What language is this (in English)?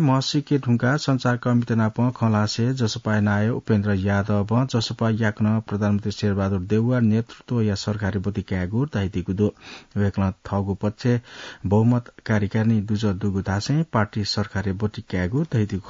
Newari